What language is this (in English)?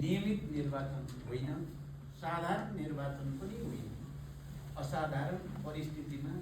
Nepali